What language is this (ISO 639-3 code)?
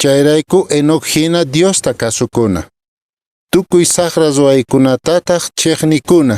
que